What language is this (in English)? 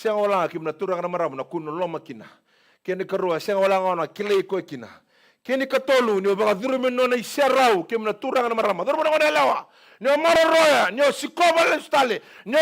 Fijian